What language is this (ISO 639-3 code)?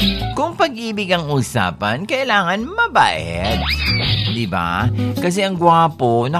fil